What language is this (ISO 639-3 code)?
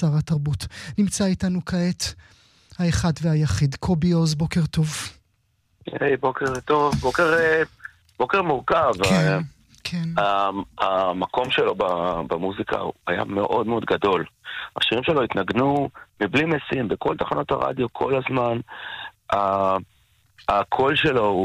heb